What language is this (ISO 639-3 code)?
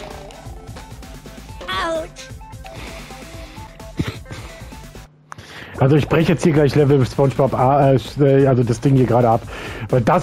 deu